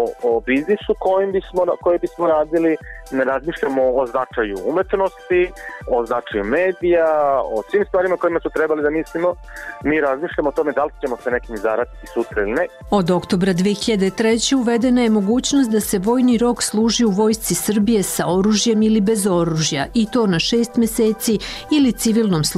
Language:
Serbian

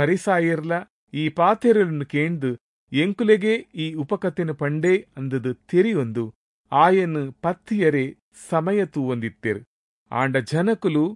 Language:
Tulu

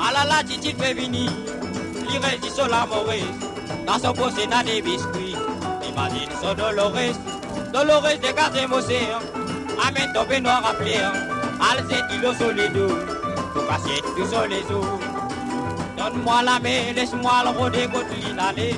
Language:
Morisyen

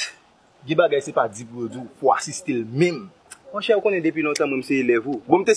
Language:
Haitian Creole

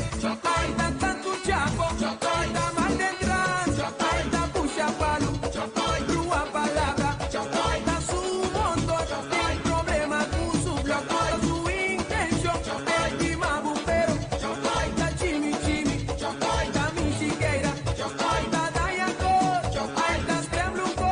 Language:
Papiamento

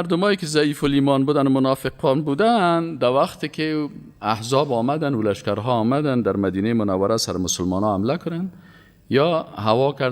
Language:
Persian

